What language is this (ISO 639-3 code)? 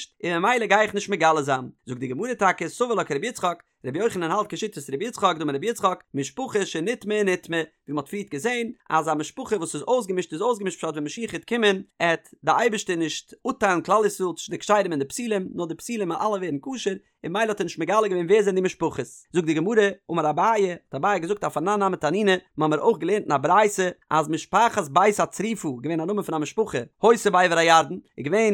yid